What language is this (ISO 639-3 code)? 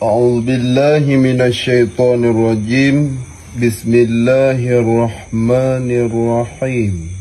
ace